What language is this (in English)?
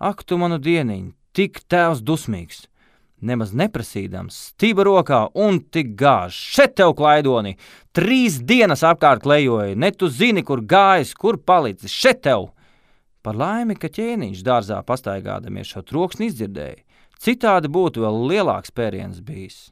Latvian